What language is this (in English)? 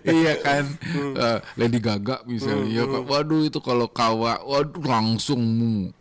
Banjar